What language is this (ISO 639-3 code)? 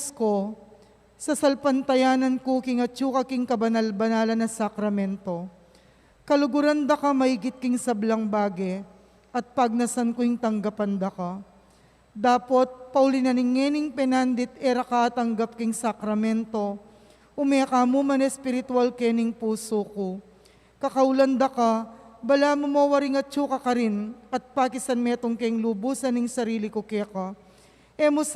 pam